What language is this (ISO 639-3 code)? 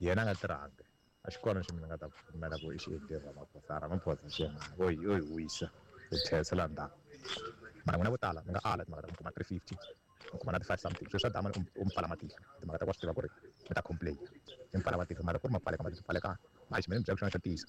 tso